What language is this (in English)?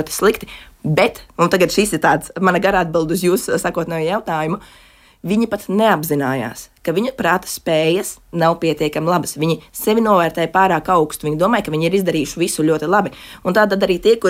Latvian